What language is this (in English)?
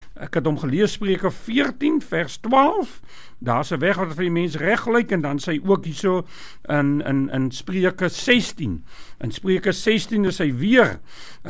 Afrikaans